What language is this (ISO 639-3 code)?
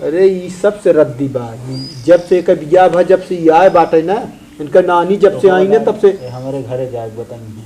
awa